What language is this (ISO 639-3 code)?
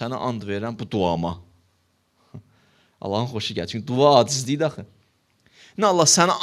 aze